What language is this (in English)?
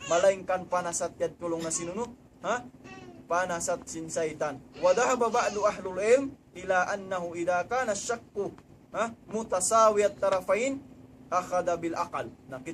Tausug